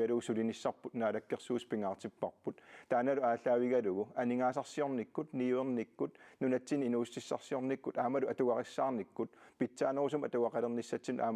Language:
Kalaallisut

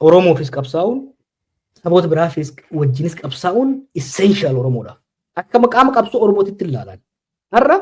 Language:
Oromo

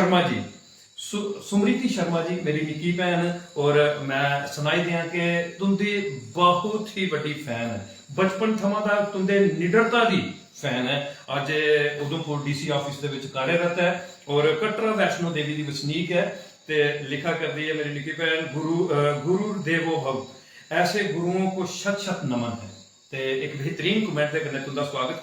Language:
Dogri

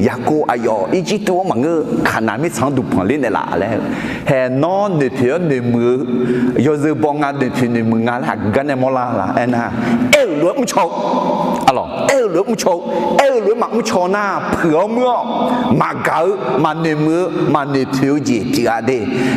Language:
Akha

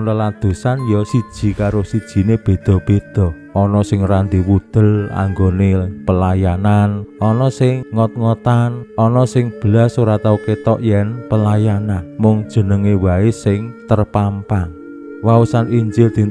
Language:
Javanese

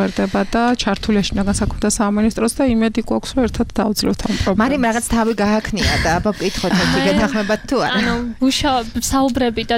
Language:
Georgian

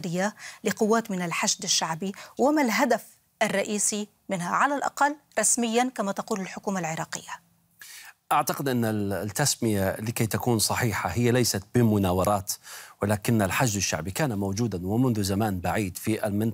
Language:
Arabic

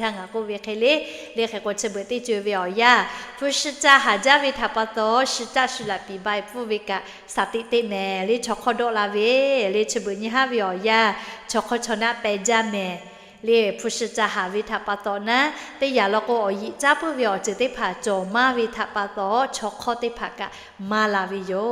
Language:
Lahu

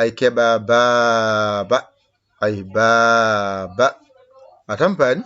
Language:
Fula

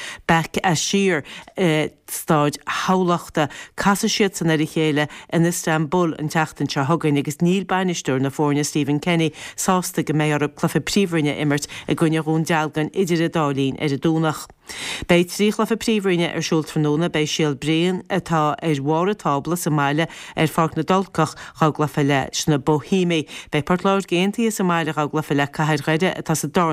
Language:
Irish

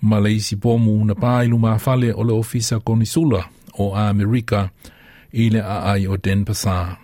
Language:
Samoan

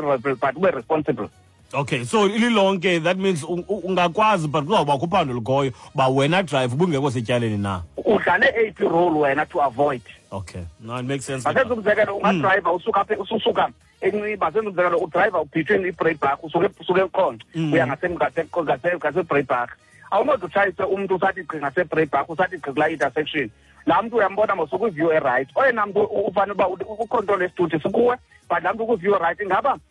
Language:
Xhosa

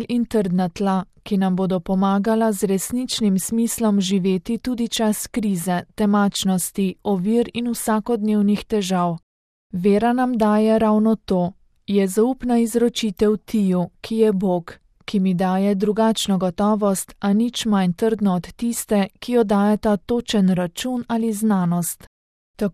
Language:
Slovenian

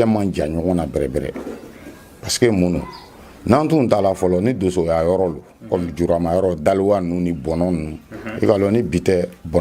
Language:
Bambara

